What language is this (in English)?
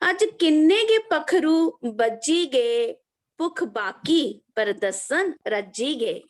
Dogri